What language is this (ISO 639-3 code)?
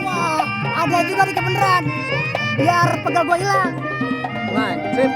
bew